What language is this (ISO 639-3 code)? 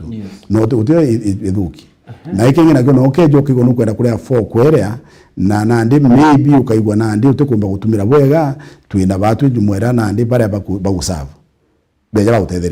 mer